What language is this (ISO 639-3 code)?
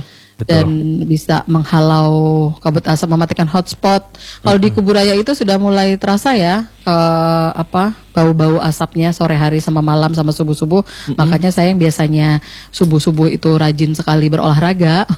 ind